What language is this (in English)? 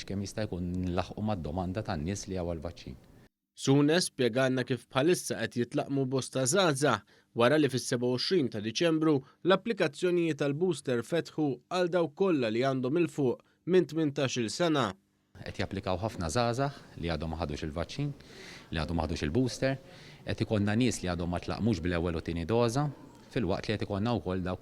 Maltese